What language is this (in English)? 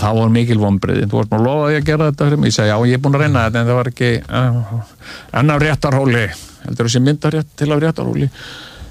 Icelandic